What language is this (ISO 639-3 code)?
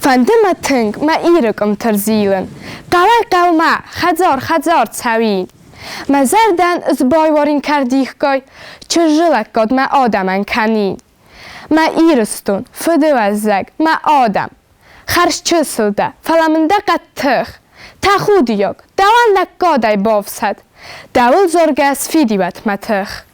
oss